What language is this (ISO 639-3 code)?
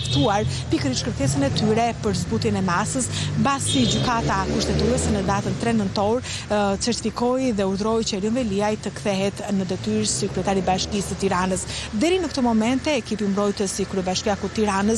sqi